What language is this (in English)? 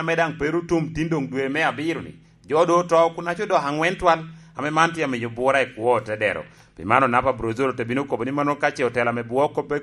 Lango (Uganda)